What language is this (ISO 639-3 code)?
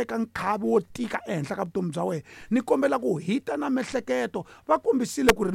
tso